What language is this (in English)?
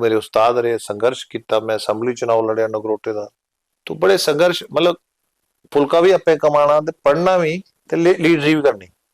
Dogri